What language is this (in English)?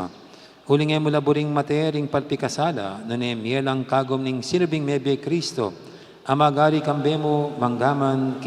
Pampanga